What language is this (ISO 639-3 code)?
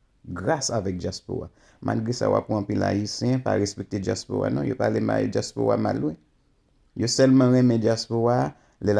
hat